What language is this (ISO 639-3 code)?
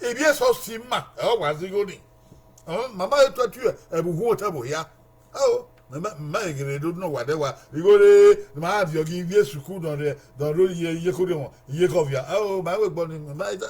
bin